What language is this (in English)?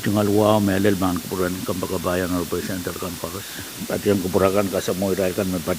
Pohnpeian